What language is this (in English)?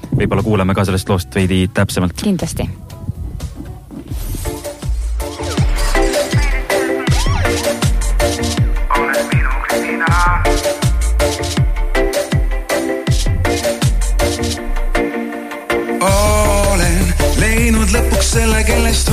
Estonian